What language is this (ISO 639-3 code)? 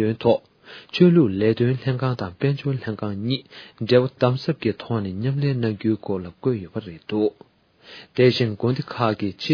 bod